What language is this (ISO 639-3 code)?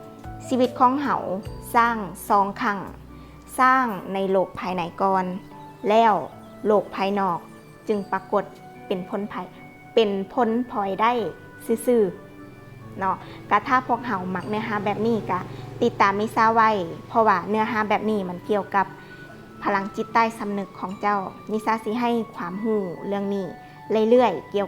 lao